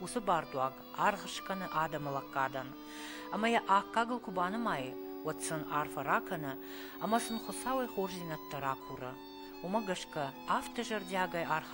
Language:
Ossetic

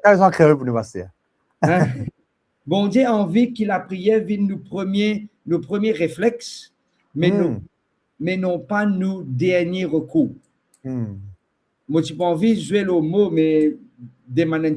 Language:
Morisyen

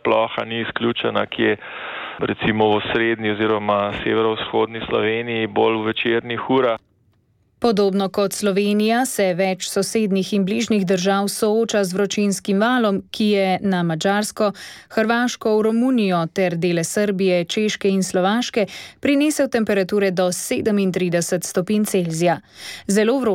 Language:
Slovenian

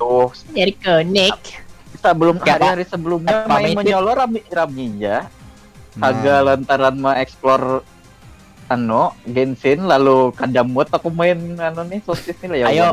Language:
Banjar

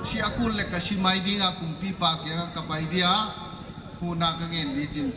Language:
Paite Chin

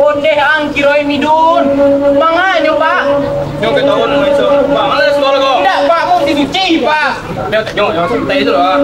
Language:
Minangkabau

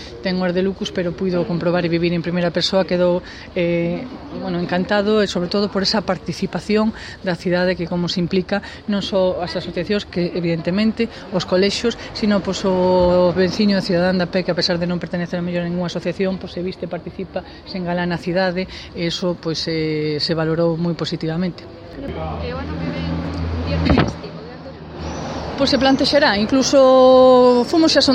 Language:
Galician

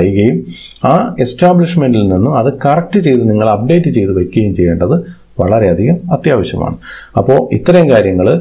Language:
Malayalam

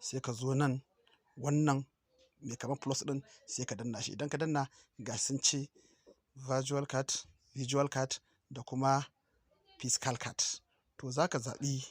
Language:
Hausa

